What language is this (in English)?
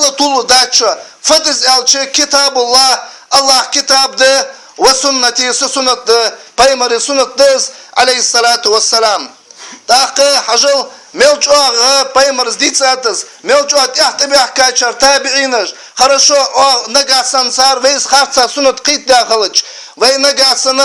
Ingush